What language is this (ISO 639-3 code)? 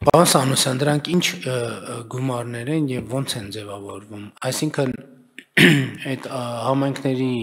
hye